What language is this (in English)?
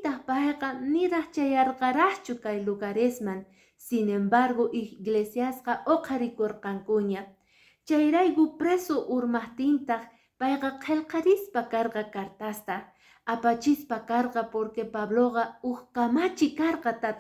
Quechua